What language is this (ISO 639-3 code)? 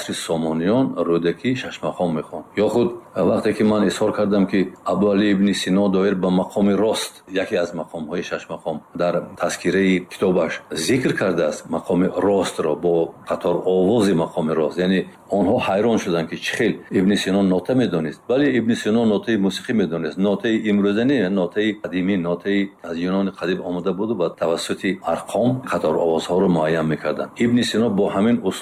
tgk